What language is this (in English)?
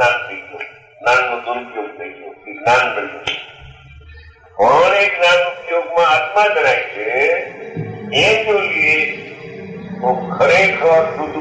Gujarati